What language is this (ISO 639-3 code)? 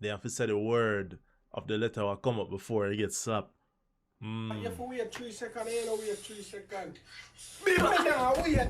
jam